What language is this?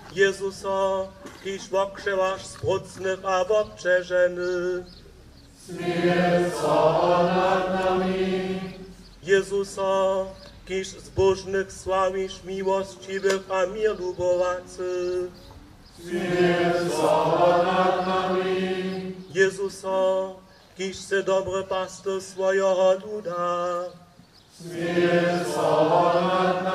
Upper Sorbian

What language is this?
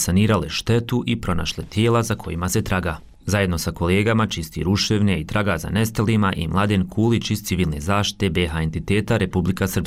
Bosnian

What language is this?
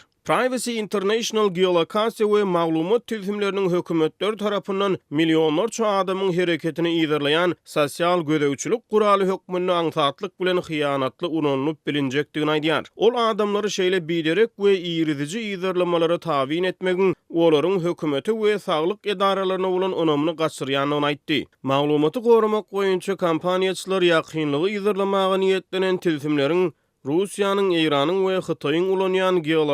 Turkmen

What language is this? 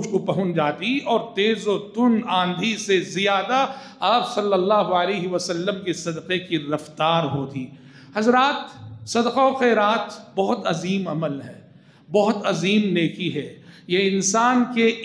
Urdu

